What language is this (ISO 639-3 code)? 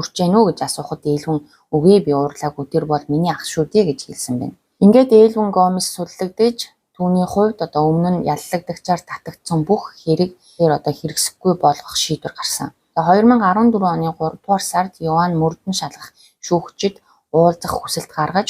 mon